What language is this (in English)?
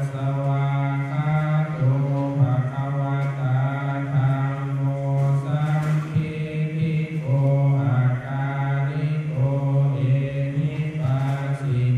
Pali